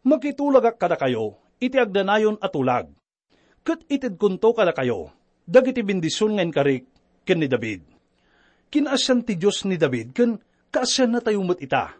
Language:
Iloko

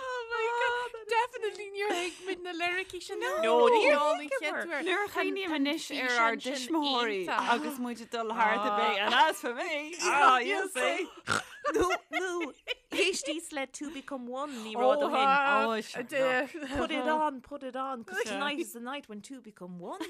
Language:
Irish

